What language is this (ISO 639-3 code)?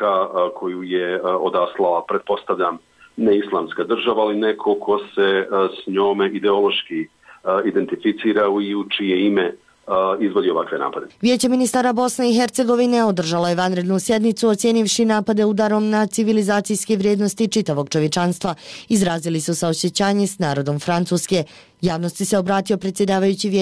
bos